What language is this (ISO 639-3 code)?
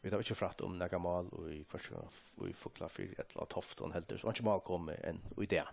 fao